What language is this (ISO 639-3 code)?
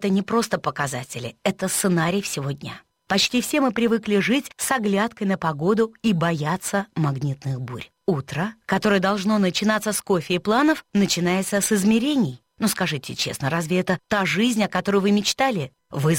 rus